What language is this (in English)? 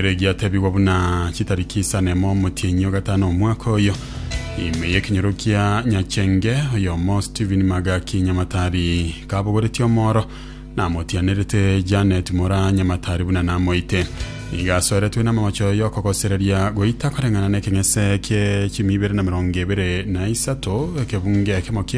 Gusii